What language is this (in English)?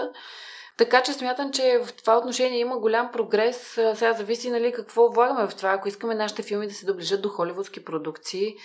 Bulgarian